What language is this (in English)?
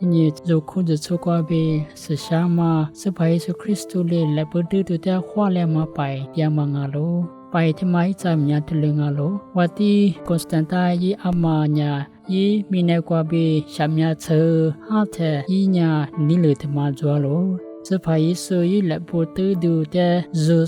Lisu